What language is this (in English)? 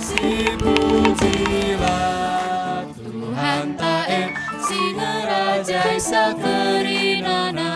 Batak Karo